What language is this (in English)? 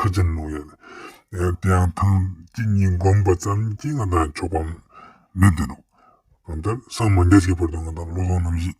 Ladakhi